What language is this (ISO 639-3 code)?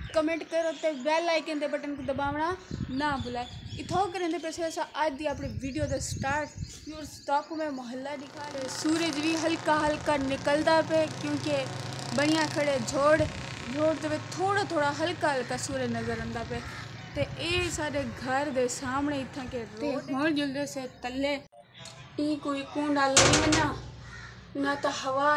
skr